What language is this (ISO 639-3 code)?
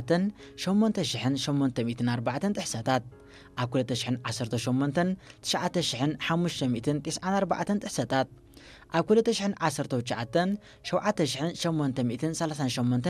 tir